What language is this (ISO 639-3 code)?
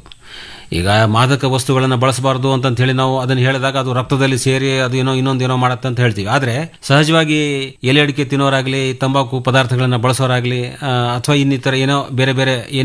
kan